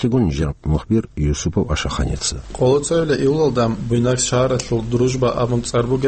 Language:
Avaric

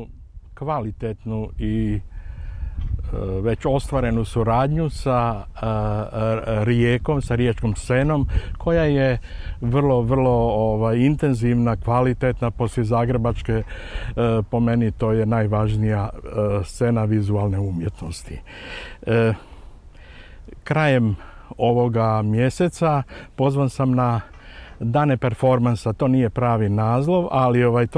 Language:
Croatian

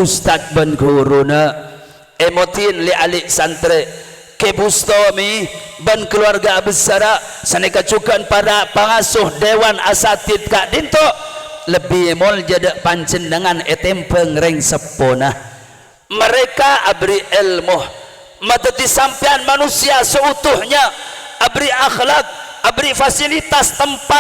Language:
Madurese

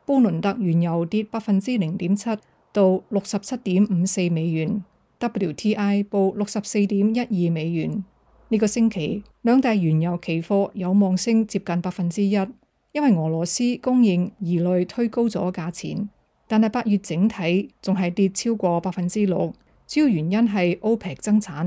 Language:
Cantonese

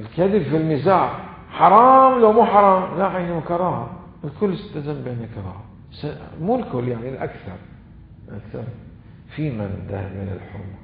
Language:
Mesopotamian Arabic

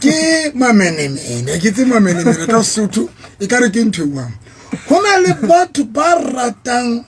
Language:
Southern Sotho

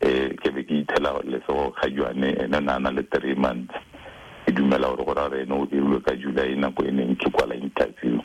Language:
Tswana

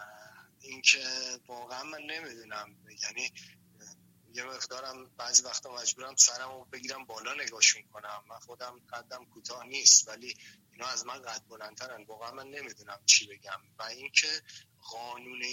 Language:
Persian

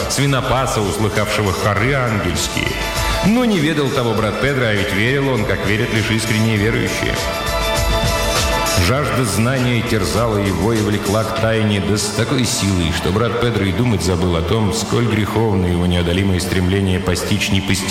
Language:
Russian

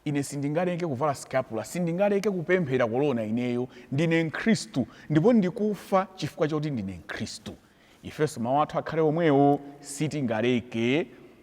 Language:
Nyanja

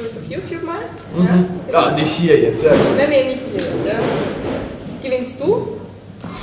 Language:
German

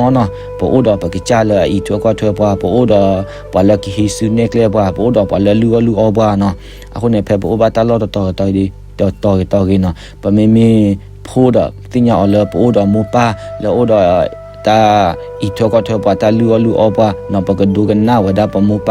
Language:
S'gaw Karen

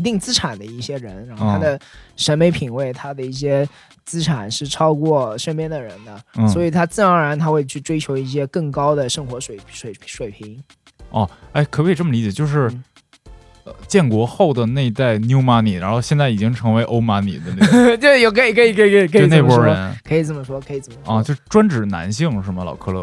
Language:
Chinese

